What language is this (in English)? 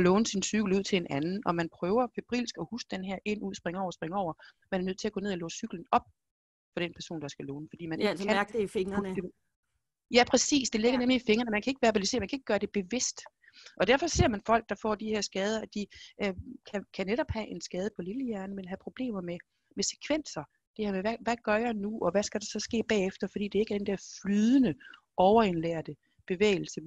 Danish